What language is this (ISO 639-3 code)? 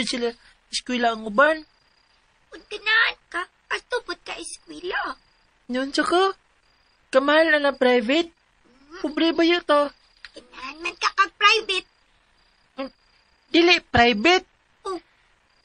ceb